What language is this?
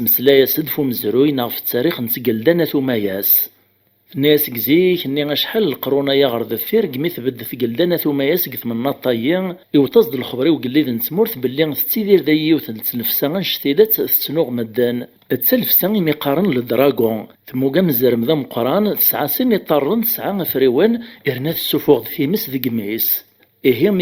Kabyle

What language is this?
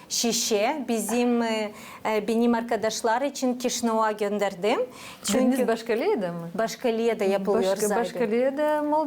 Gagauz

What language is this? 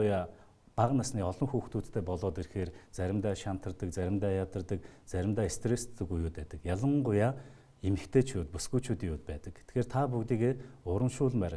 Mongolian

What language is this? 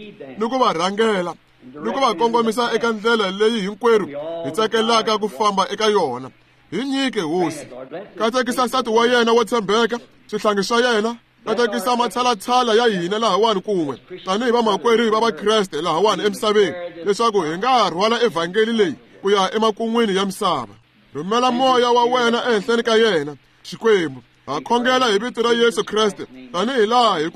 Tsonga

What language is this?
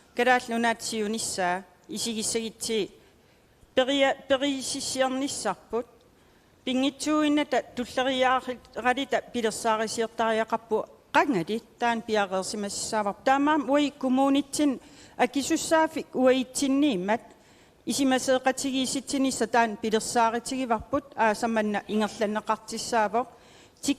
Kalaallisut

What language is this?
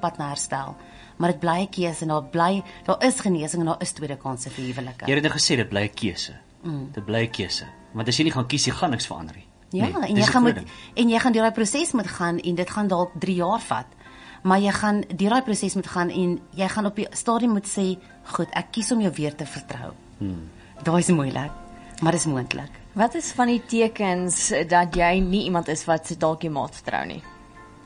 Afrikaans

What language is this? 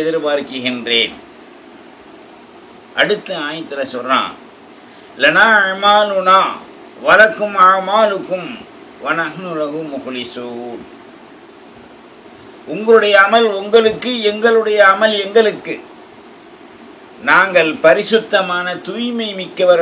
Tamil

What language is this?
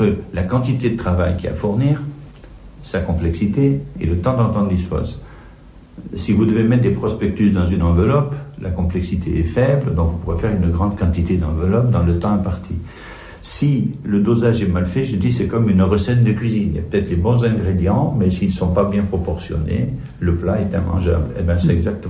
French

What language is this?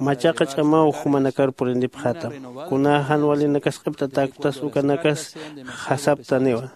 Aymara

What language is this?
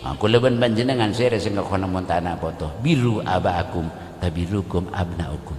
Madurese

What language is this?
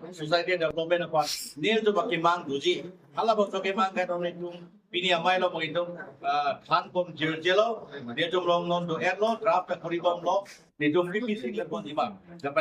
Karbi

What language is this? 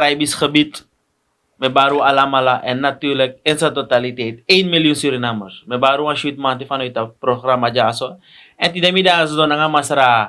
Sranan Tongo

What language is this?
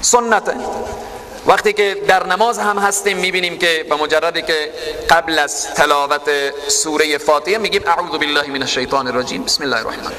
Persian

